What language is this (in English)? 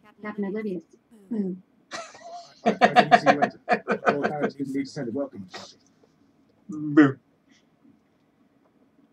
Dutch